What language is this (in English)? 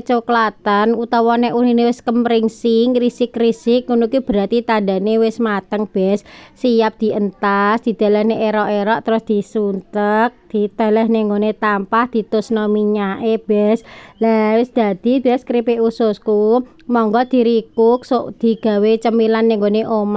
Javanese